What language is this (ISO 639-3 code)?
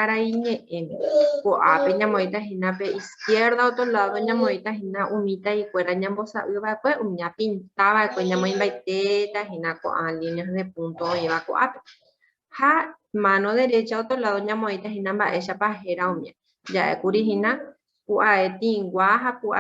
grn